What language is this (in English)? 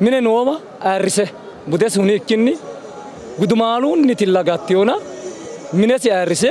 Sidamo